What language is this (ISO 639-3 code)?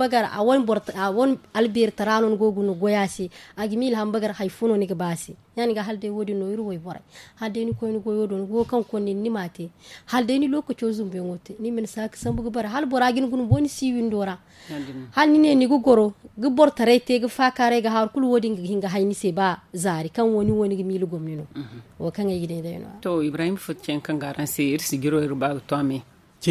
dje